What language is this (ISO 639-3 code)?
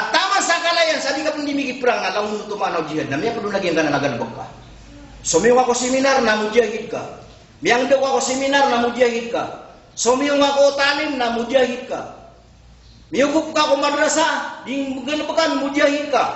mrw